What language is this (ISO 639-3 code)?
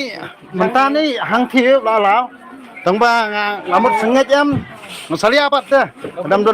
kha